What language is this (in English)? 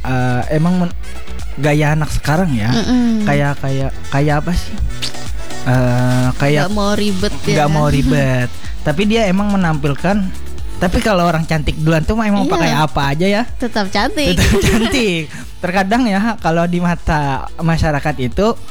Indonesian